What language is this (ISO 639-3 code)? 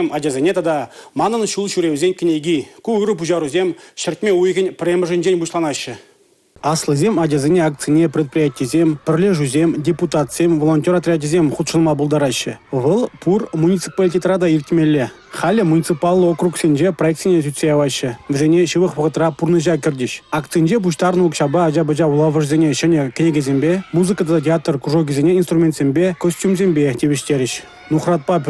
chv